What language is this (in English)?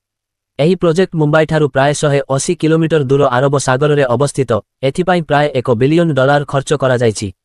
Odia